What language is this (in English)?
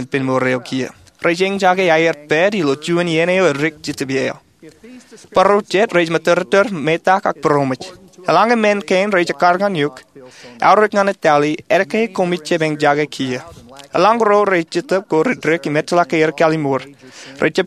Marshallese